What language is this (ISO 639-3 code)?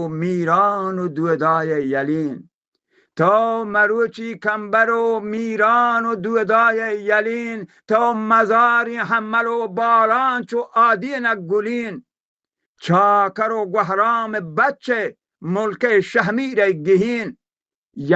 bal